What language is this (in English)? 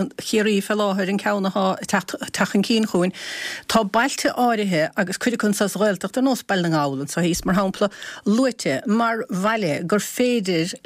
Irish